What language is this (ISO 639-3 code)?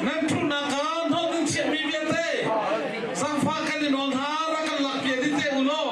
cnh